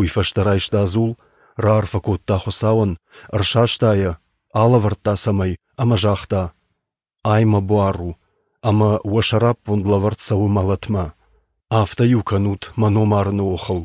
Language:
Ossetic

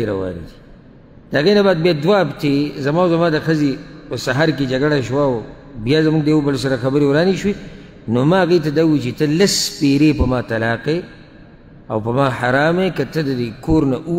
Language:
Pashto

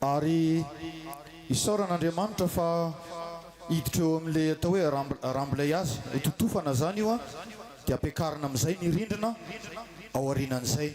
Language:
Malagasy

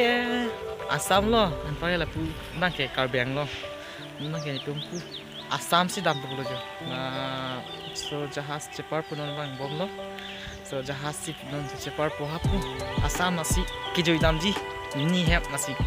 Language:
Karbi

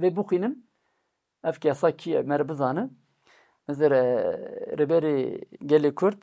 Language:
Kurdish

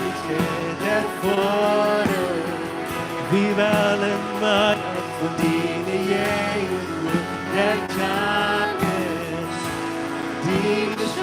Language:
Plautdietsch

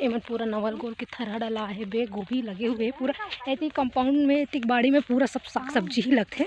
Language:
Chhattisgarhi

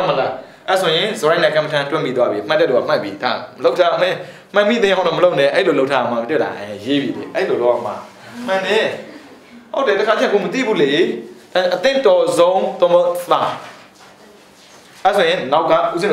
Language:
Burmese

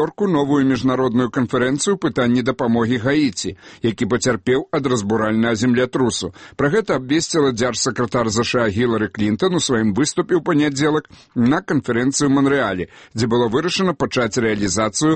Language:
Belarusian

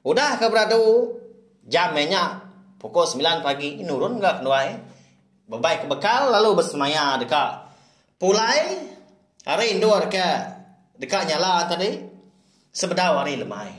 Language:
Iban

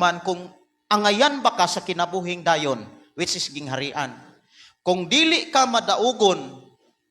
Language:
Cebuano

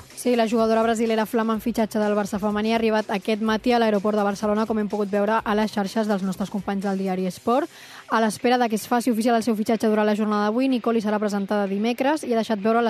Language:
Catalan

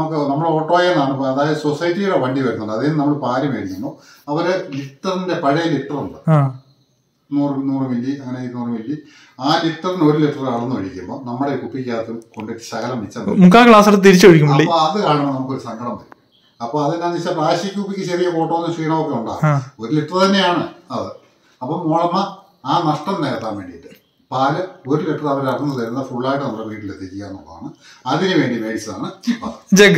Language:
Malayalam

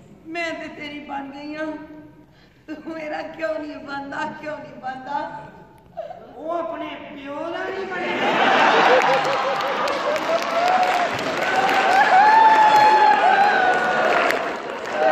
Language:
Punjabi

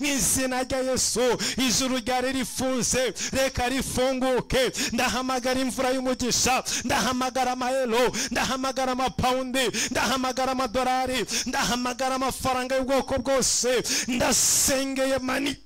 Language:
Kinyarwanda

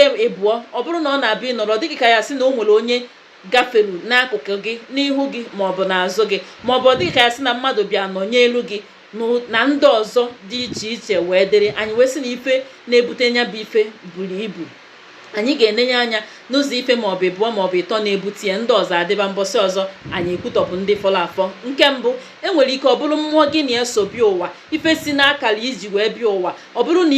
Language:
Igbo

